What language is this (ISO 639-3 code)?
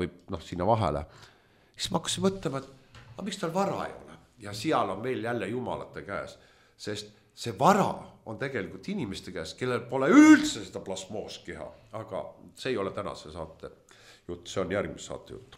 est